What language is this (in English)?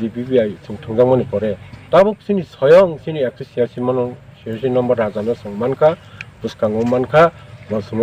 Kok Borok